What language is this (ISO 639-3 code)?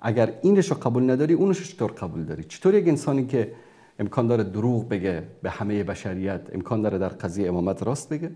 fas